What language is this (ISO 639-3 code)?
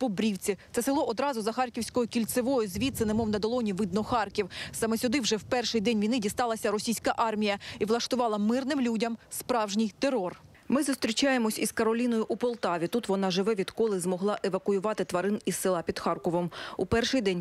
ukr